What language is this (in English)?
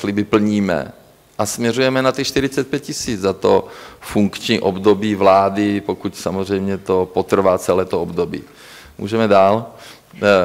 Czech